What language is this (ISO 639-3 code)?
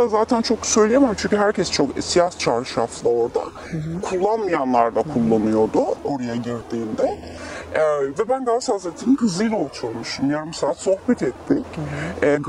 tur